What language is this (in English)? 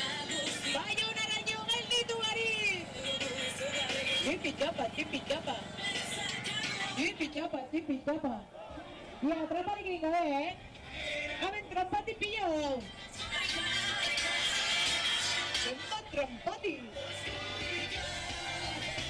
Basque